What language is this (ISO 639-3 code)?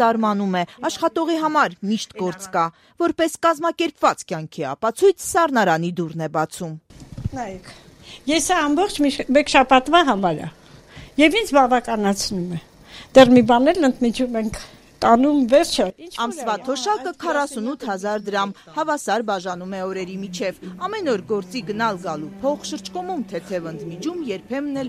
hye